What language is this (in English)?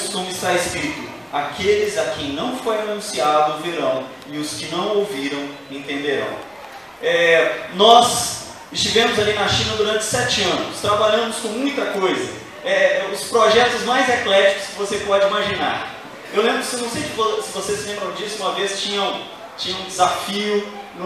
Portuguese